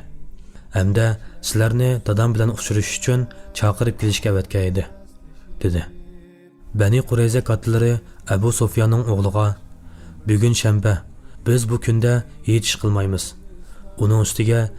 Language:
Uyghur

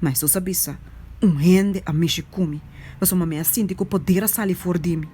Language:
Papiamento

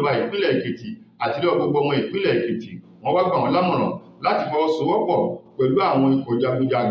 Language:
Yoruba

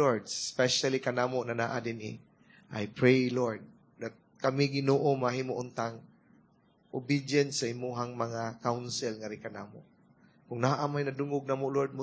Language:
Cebuano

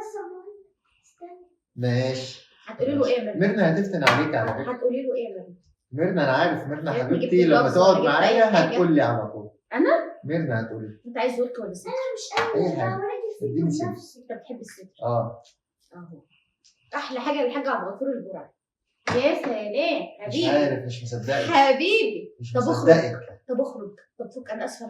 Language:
Egyptian Arabic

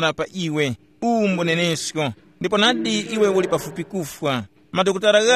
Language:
Tumbuka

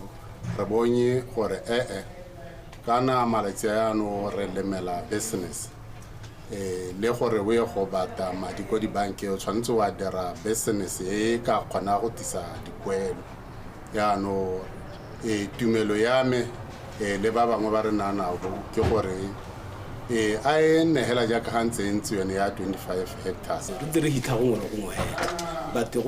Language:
Tswana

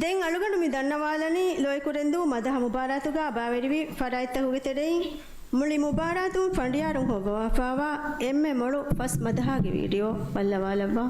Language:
Divehi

